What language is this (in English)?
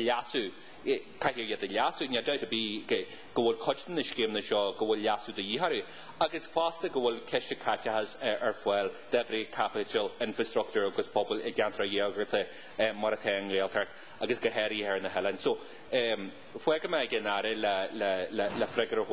Irish